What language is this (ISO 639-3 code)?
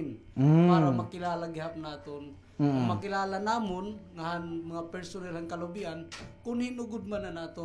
war